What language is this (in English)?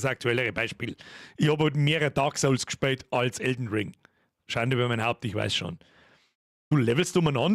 Bavarian